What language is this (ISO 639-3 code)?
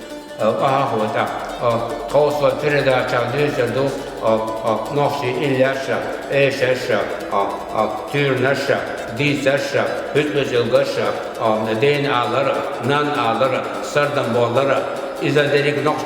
che